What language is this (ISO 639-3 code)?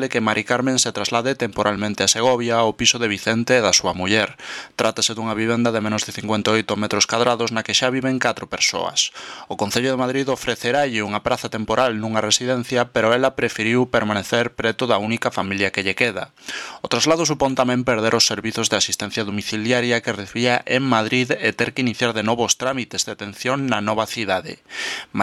glg